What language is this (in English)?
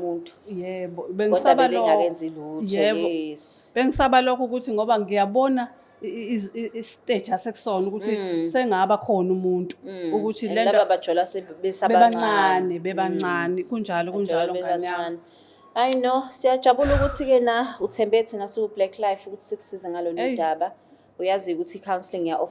Zulu